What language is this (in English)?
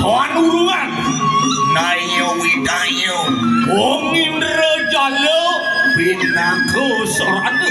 Balinese